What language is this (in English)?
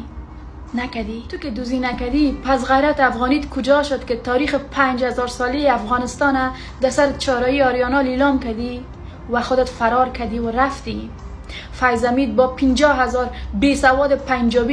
Tajik